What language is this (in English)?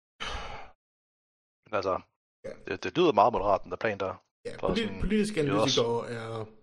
Danish